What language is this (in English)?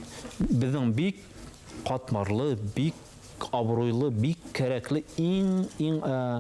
Bashkir